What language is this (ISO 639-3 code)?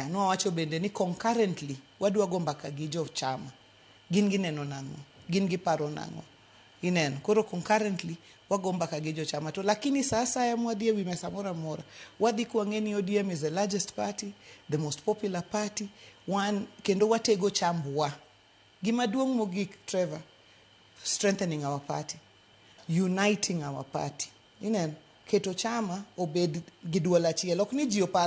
luo